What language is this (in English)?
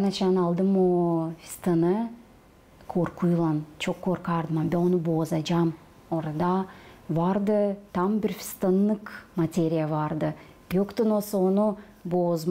Gagauz